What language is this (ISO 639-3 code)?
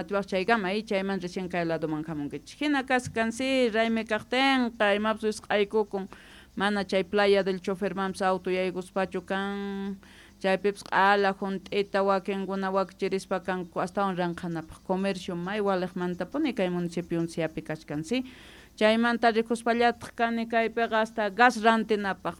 que